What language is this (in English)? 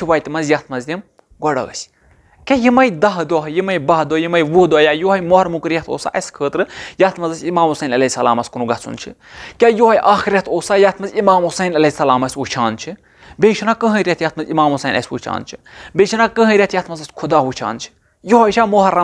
Kashmiri